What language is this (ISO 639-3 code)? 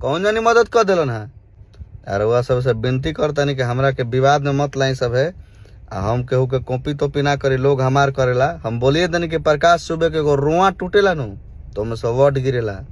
bho